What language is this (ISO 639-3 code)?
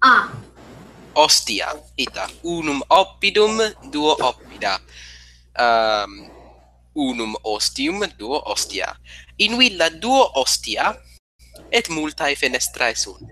lat